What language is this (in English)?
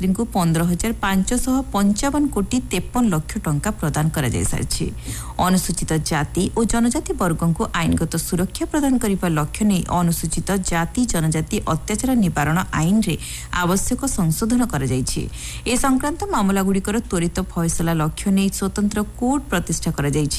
Odia